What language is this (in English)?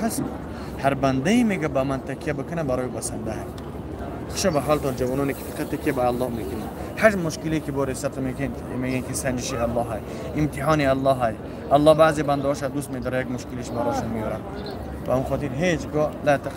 Tajik